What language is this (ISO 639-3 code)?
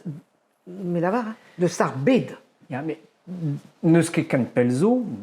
bre